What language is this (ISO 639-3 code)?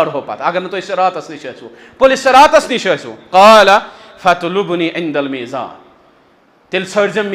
kas